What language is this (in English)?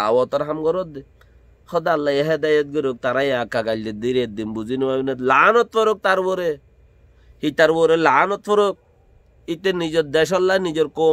Rohingya